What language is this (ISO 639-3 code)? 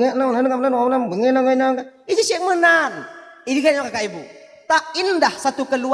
ace